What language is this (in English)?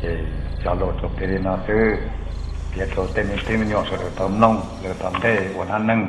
Hmong